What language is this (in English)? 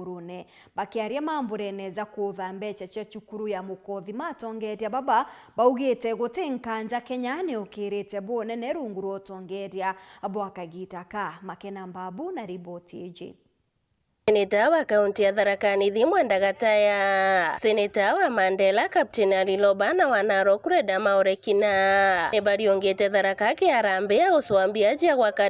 Meru